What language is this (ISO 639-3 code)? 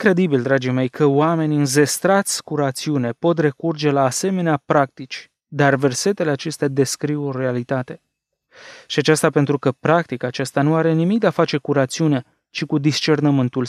ron